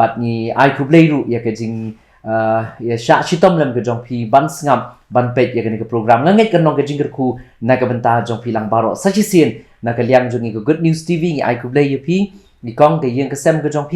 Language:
Khasi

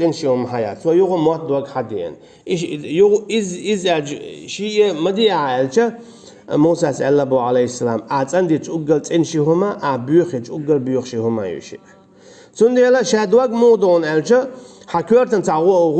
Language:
Chechen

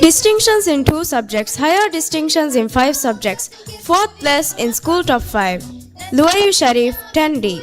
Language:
Divehi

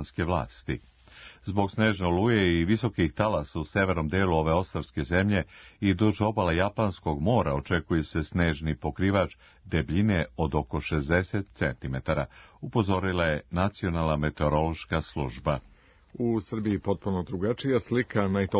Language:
Serbian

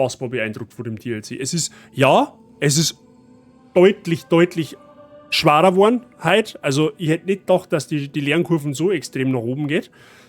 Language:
Bavarian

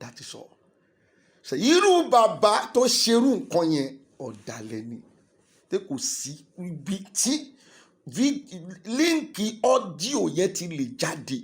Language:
Yoruba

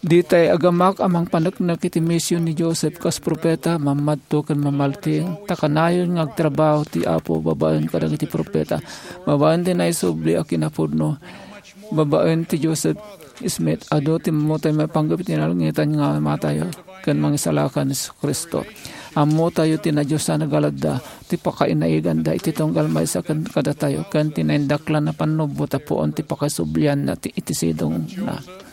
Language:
Iloko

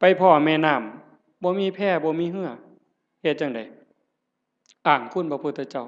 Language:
Northeastern Thai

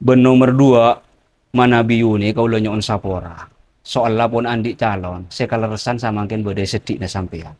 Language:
Madurese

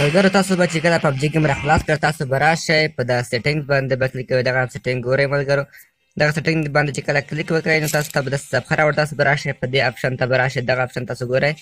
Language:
Pashto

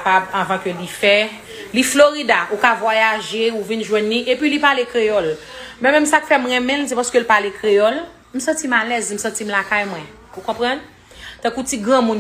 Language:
Haitian Creole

